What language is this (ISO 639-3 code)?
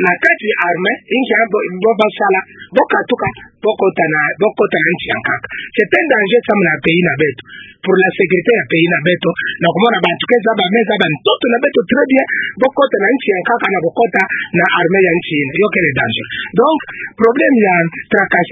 ktu